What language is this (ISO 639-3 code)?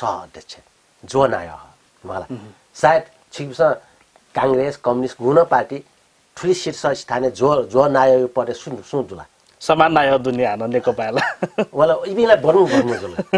new